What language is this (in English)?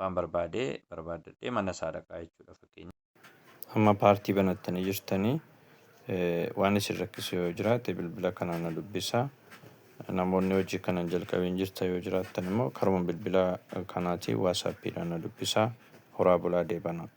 Oromo